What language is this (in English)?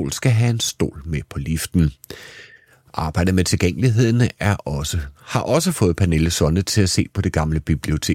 Danish